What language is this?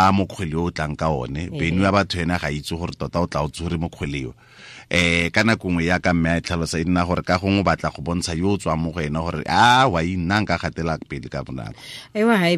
Tswana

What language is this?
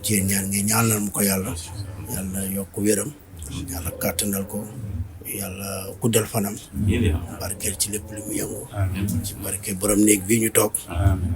Wolof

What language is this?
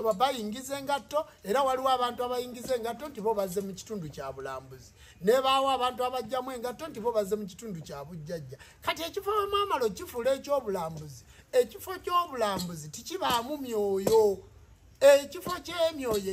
Ganda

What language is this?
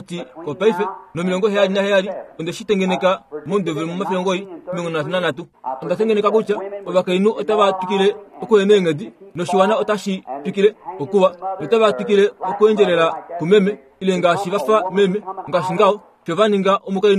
Kuanyama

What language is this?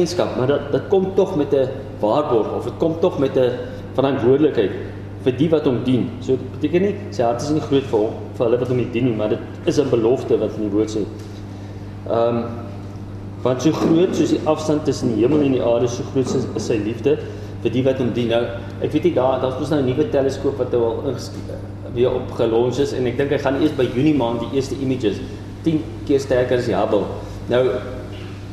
Afrikaans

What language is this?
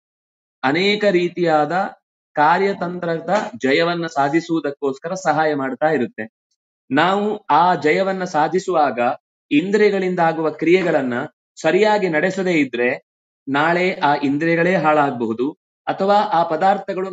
Kannada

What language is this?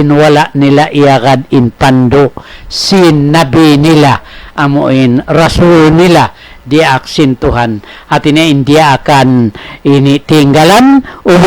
Tausug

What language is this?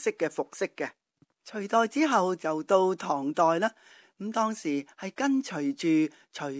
Cantonese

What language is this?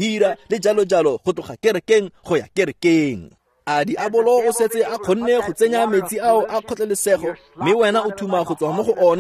Tswana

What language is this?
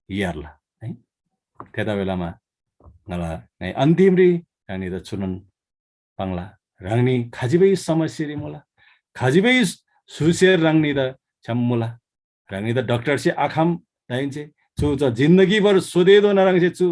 Eastern Tamang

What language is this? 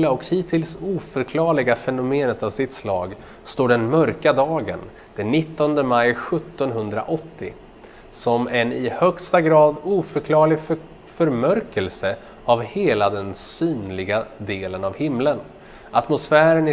Swedish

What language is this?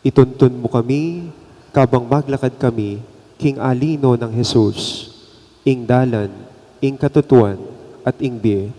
Pampanga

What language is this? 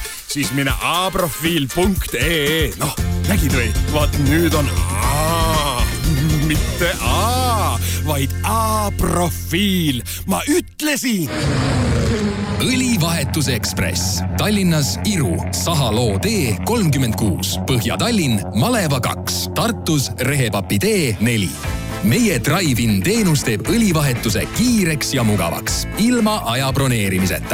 Estonian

